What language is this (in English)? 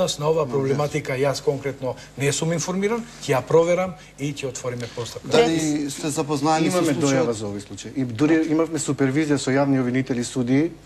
Macedonian